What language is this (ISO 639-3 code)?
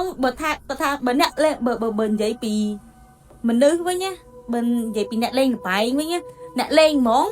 khm